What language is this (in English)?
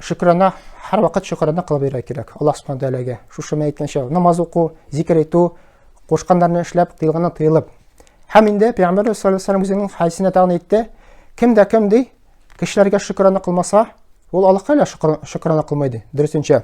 Tatar